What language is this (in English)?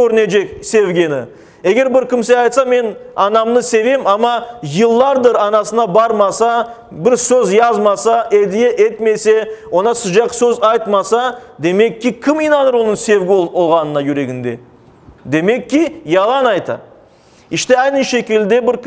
Crimean Tatar